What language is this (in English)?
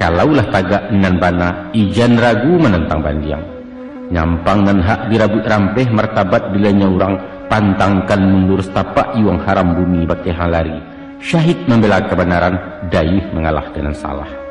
Minangkabau